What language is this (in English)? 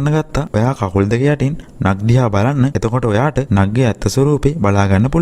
Sinhala